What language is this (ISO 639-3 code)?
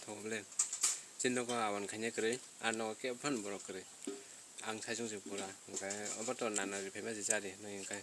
trp